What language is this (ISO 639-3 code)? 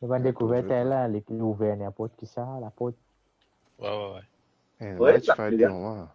mfe